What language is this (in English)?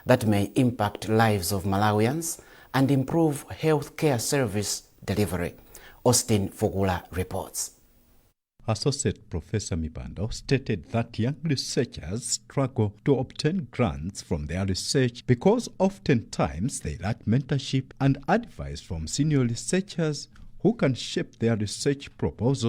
English